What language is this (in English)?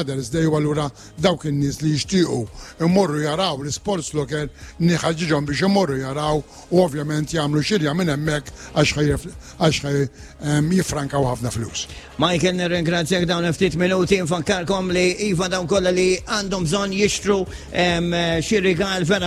Maltese